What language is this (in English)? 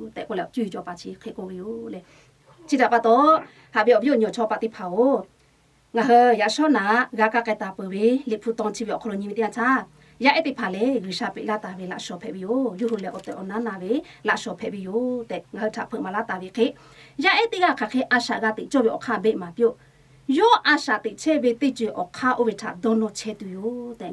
Lahu